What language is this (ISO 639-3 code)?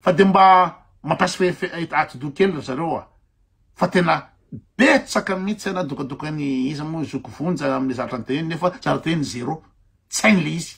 mlg